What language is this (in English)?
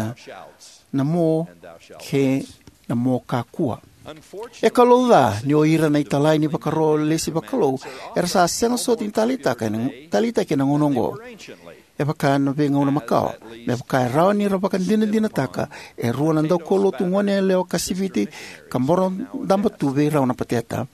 Fijian